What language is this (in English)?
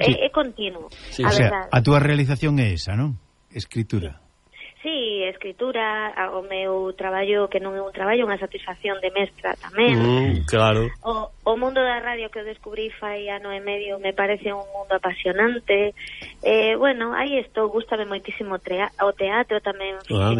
Galician